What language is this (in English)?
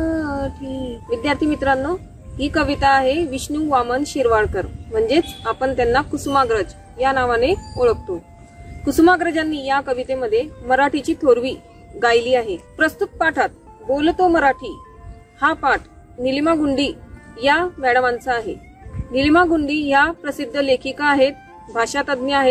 Marathi